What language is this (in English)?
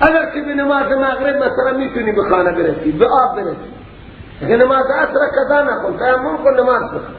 Persian